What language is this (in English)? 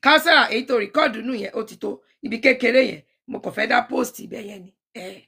Yoruba